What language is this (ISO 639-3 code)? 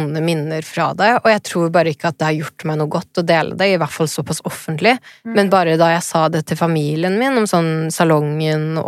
nor